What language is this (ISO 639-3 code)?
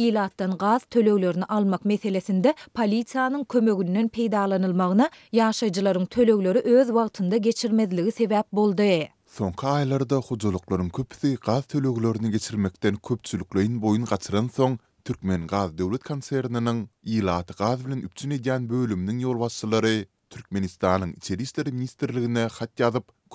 tuk